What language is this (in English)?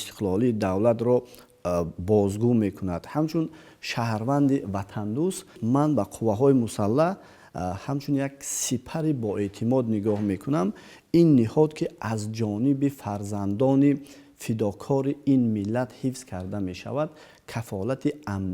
Tajik